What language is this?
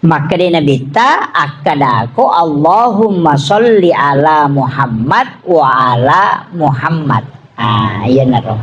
Buginese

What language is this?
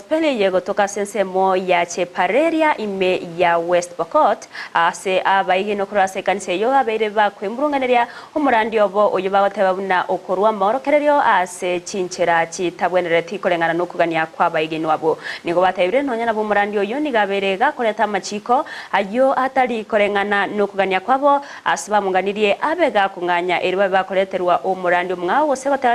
Gusii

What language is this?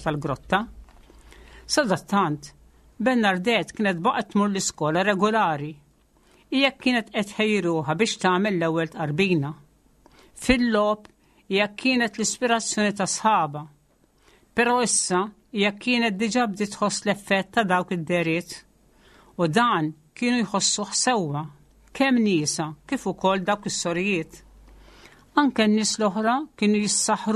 Maltese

